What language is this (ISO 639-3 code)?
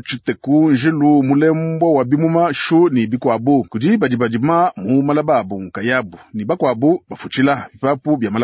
lua